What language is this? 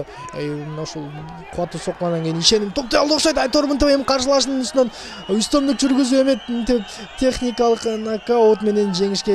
Kyrgyz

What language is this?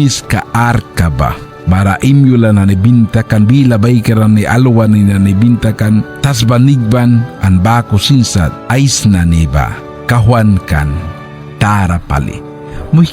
Mískito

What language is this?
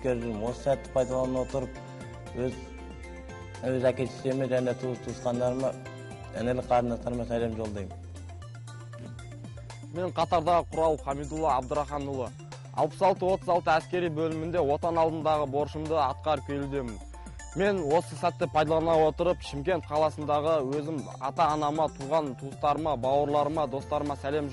Kazakh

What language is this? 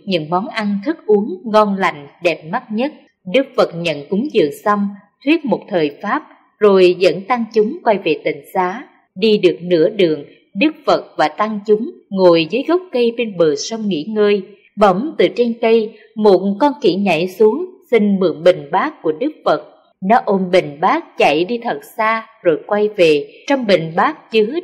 Vietnamese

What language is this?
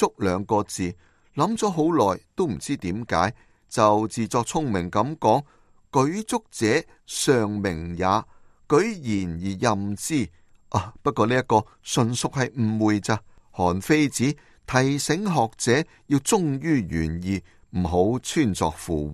Cantonese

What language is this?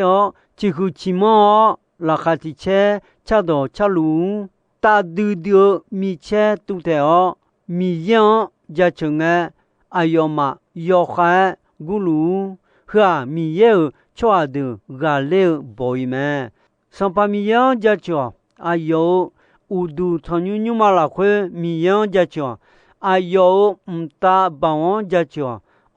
Akha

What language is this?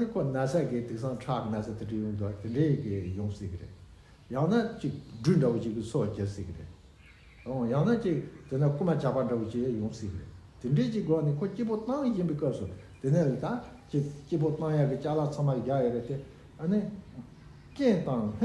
Tibetan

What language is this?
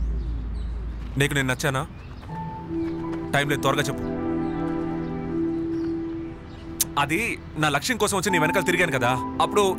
Telugu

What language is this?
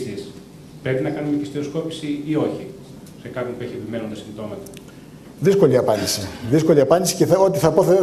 Greek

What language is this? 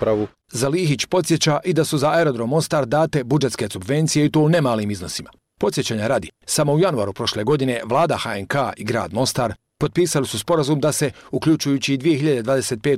Bosnian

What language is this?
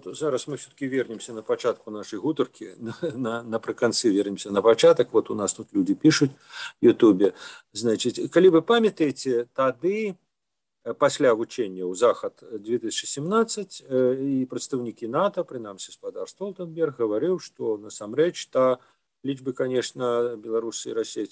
Belarusian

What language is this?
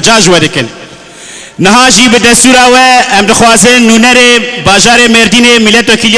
Kurdish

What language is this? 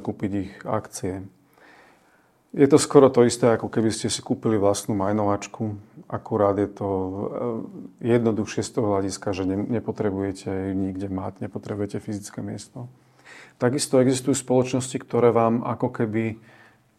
Slovak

